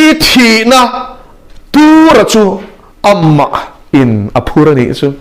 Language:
Mizo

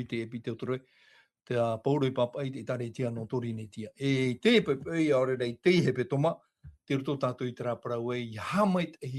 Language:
Tahitian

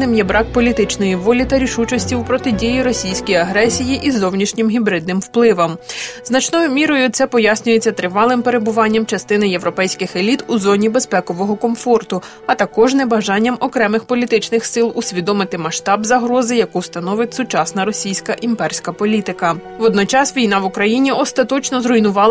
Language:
Ukrainian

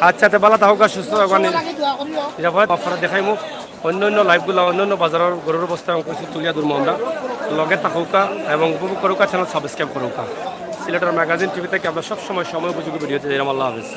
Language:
Sylheti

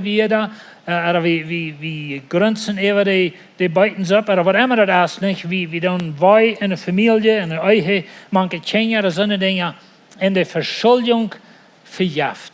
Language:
Plautdietsch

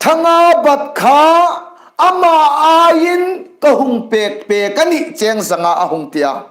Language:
Hmar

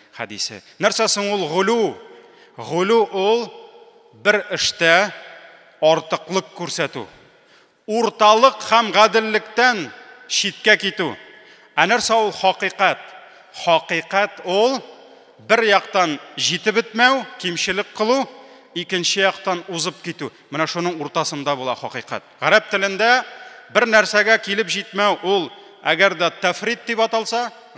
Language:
Tatar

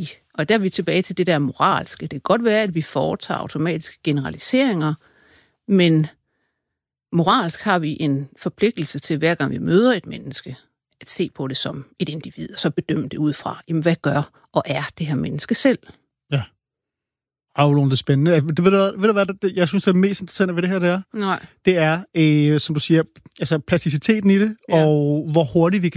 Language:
Danish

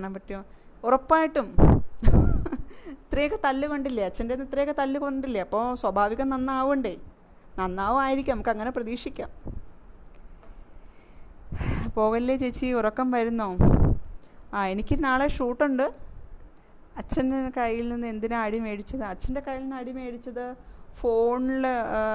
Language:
Malayalam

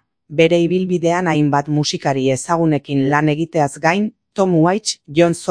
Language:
Basque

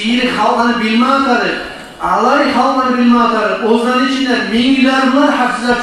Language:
Kumyk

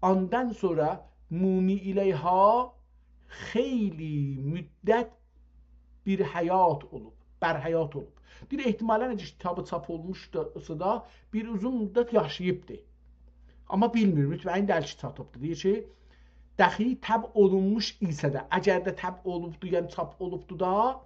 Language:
South Azerbaijani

